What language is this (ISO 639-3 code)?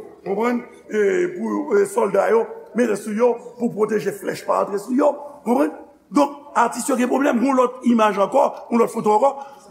hat